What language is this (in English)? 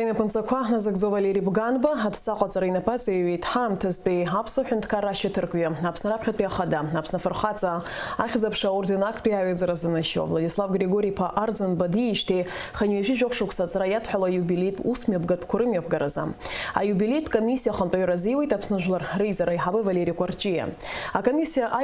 Abkhazian